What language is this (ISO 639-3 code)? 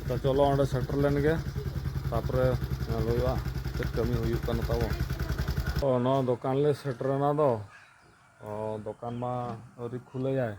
sat